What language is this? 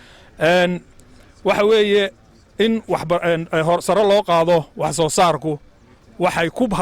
Somali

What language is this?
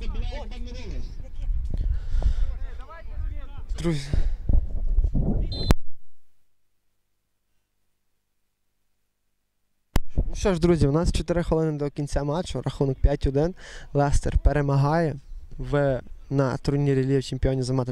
Ukrainian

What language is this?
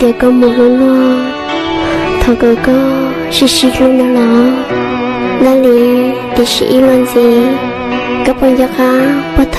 Hmong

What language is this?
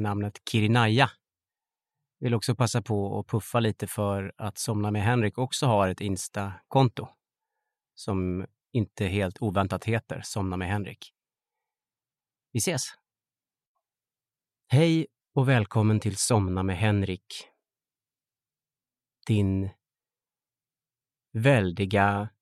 Swedish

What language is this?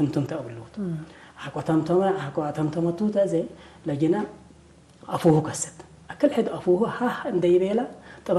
Tigre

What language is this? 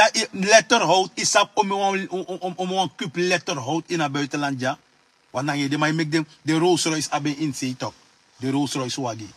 Sranan Tongo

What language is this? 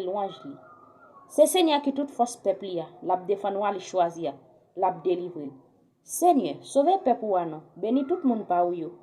Haitian Creole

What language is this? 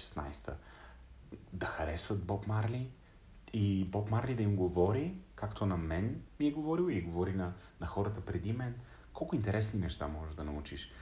Bulgarian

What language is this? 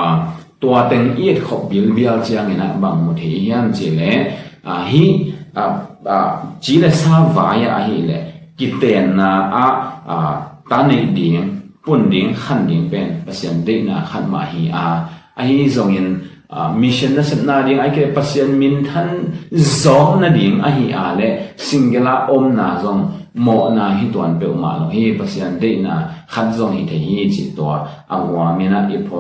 Tedim Chin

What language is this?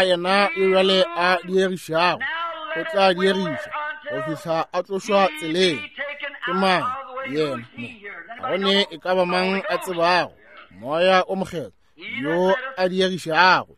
Northern Sotho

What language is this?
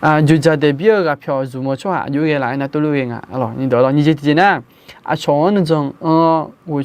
Akha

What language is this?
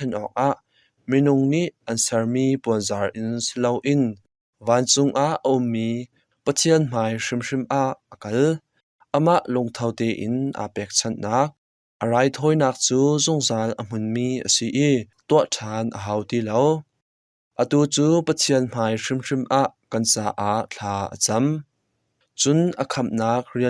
Hakha Chin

